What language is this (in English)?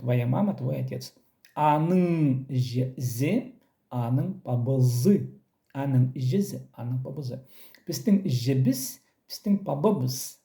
Khakas